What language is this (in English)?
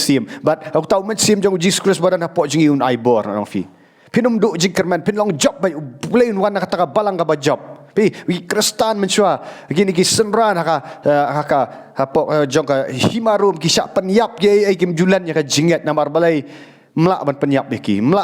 Khasi